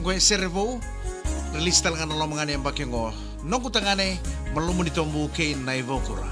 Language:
Fijian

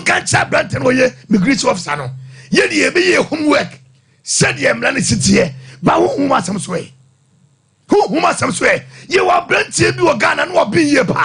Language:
Akan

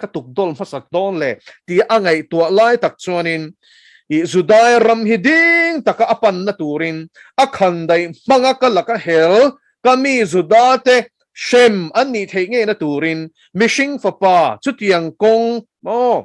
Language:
Mizo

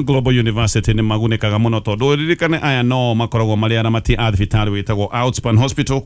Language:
Kikuyu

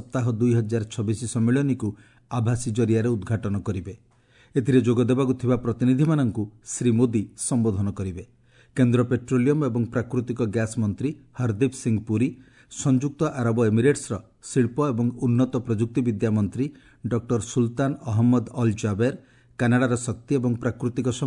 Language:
Odia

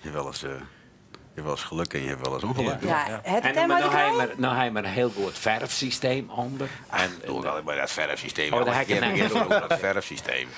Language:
Western Frisian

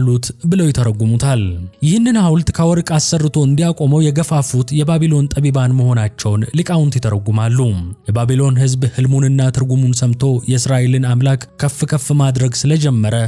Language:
Amharic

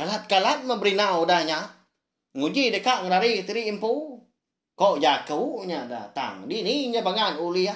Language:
Iban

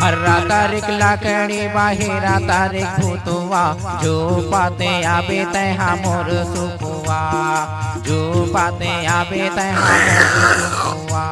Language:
Chhattisgarhi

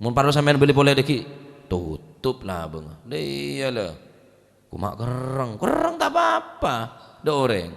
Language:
Madurese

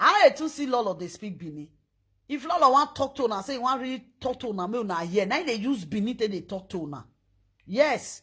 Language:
Nigerian Pidgin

